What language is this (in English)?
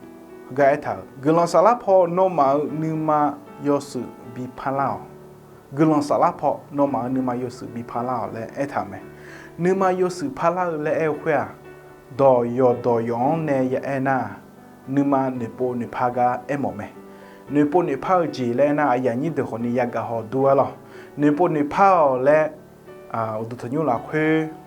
Akha